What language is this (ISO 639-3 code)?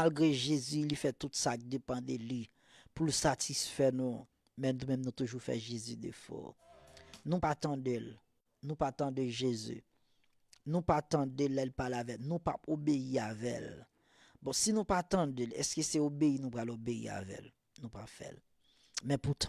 hat